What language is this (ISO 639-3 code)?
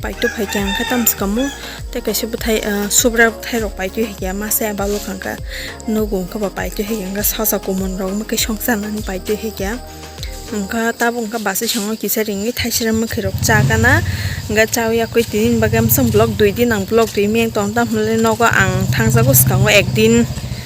trp